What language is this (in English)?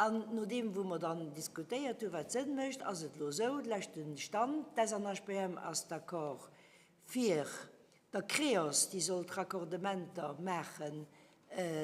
Luxembourgish